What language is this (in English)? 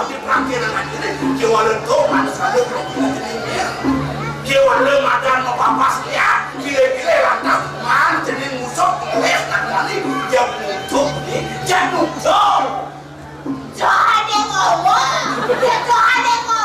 Balinese